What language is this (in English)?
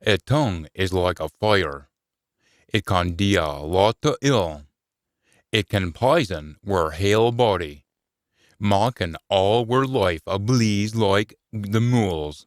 Scots